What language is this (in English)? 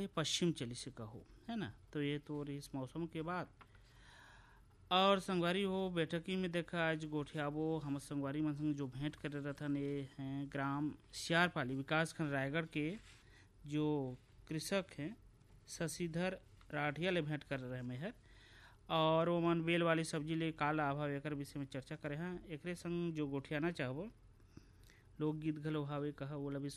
Chhattisgarhi